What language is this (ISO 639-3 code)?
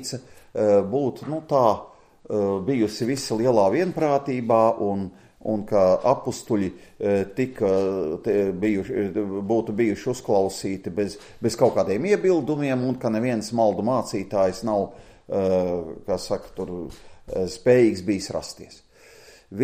lav